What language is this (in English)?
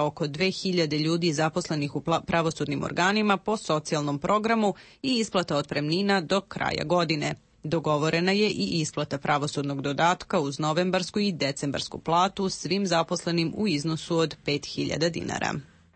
Serbian